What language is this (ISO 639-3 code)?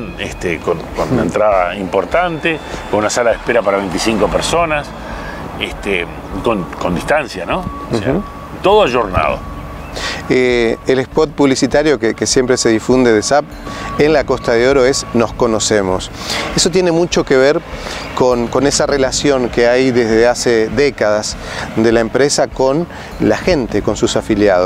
spa